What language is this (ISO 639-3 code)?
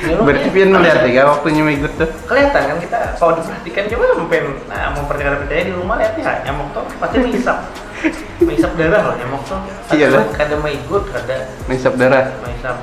bjn